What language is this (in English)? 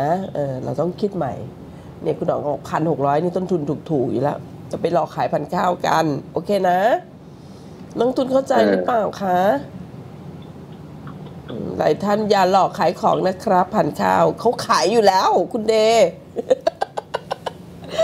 Thai